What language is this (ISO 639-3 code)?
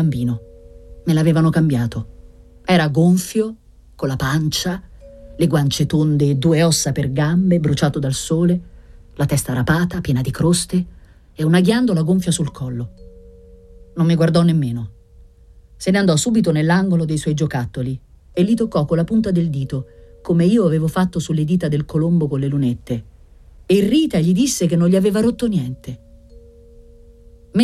ita